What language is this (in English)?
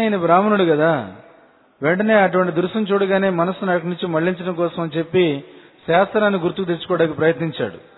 Telugu